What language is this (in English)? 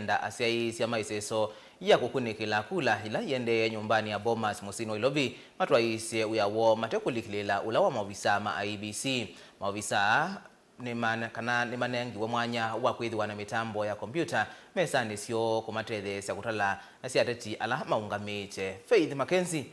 Kamba